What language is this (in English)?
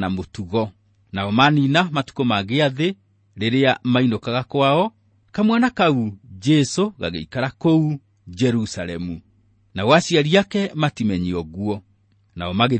Kikuyu